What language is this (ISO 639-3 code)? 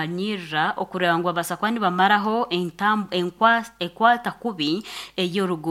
nyn